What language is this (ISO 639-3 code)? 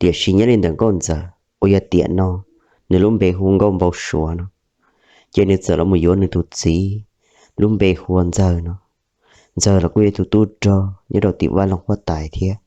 hmn